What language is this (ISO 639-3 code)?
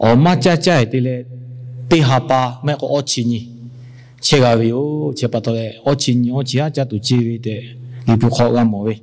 lhu